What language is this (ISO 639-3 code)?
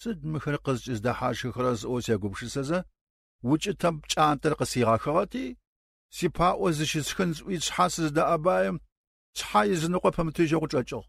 kbd